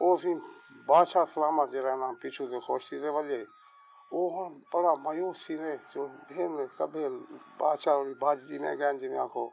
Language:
Saraiki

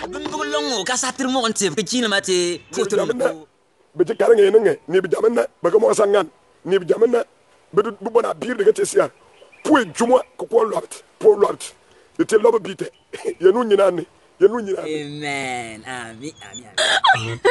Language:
Bimoba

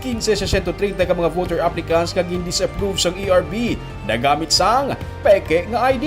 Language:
Hiligaynon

